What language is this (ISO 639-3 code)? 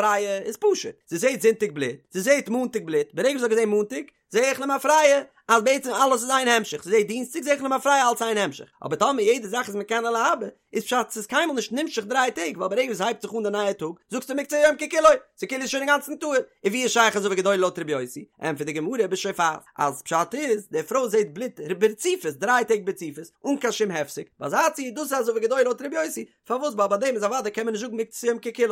yid